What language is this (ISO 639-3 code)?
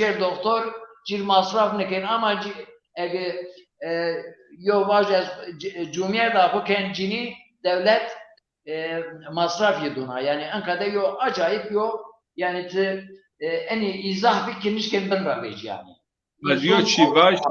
zza